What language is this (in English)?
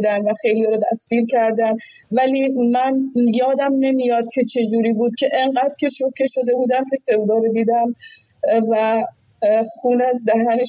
Persian